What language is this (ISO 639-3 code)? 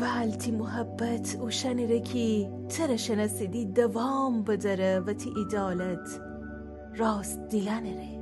glk